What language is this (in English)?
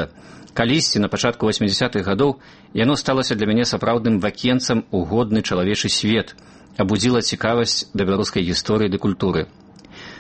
Belarusian